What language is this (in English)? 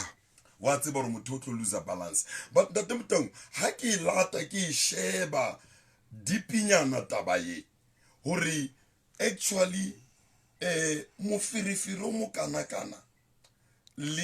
Southern Sotho